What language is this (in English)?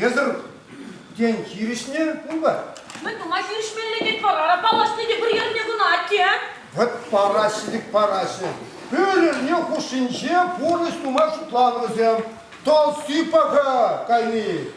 Chuvash